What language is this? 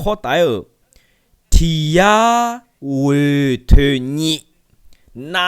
Akha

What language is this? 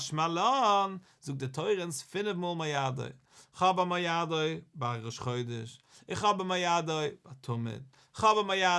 Yiddish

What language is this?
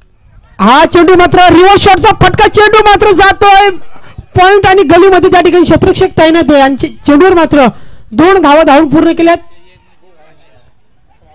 Marathi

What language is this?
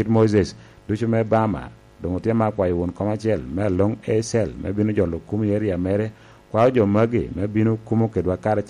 Lango (Uganda)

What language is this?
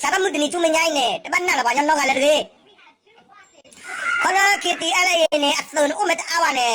S'gaw Karen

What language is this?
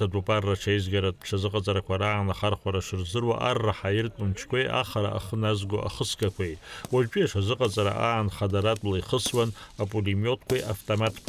Abkhazian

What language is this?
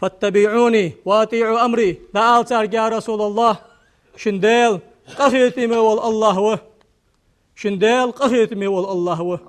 Ingush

